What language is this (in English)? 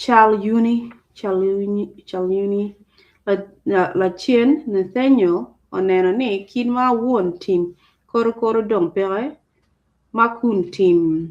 Acoli